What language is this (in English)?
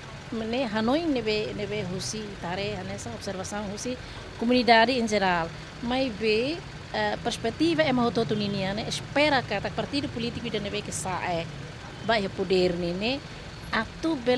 Tetum